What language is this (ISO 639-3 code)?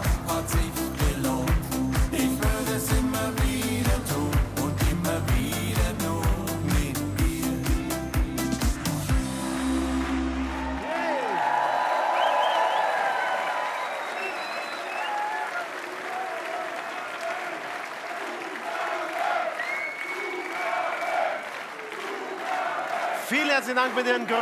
deu